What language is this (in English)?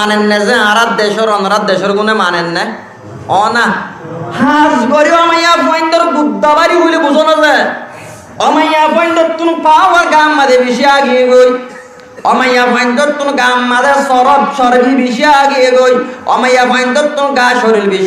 Rohingya